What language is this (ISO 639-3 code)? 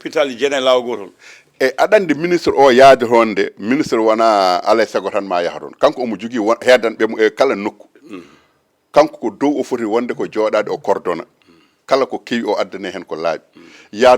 ful